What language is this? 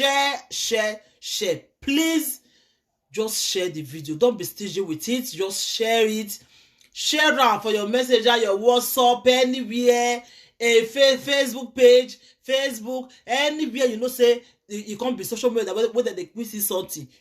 Nigerian Pidgin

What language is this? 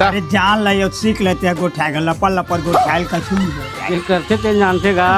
Chhattisgarhi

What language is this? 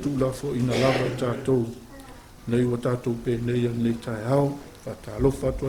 Samoan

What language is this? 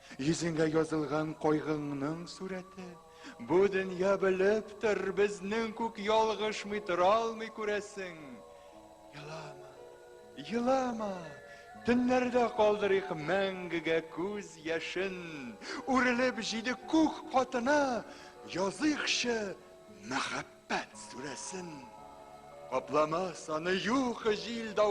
Tatar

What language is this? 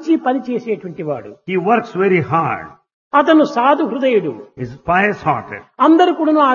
Telugu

